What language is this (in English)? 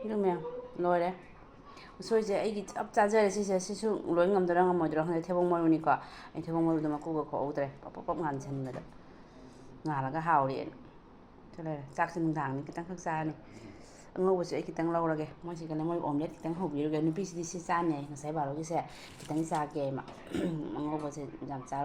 Manipuri